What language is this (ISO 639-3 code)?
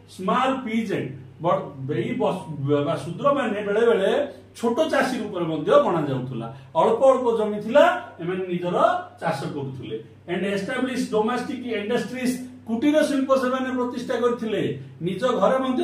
ori